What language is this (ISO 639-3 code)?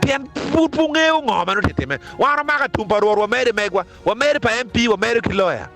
ach